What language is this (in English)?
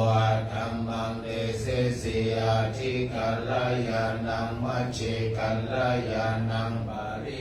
Pali